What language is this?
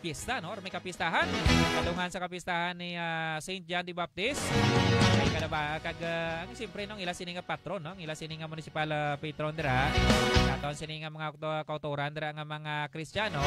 Hiligaynon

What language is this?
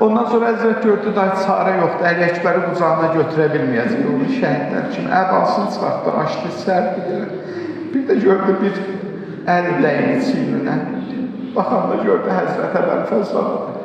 Azerbaijani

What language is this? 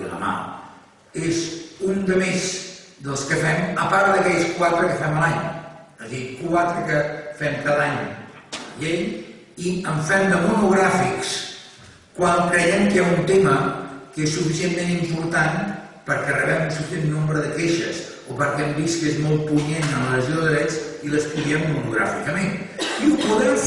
Catalan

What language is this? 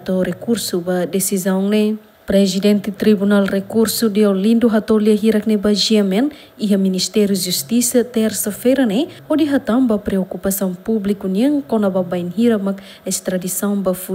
Tetum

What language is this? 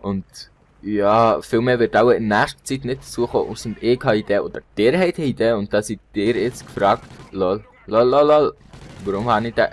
Swiss German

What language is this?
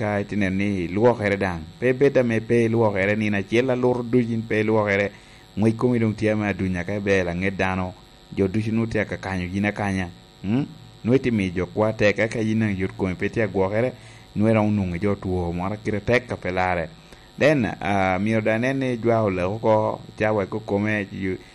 Lango (Uganda)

